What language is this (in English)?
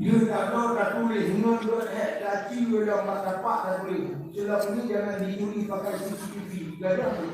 Achinese